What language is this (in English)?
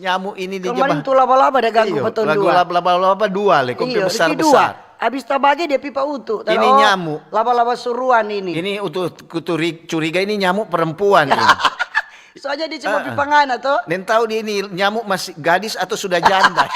Manado Malay